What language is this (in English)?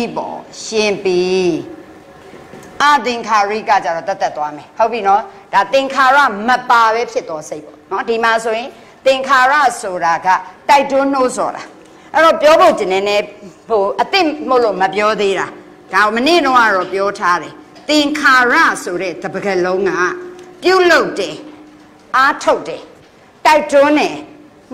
Burmese